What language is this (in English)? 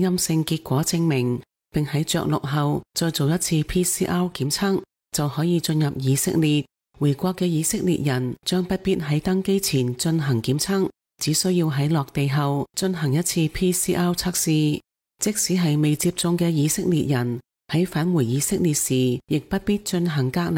Cantonese